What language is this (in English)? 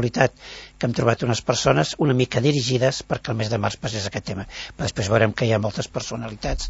Catalan